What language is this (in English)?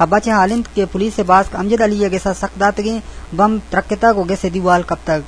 Eastern Balochi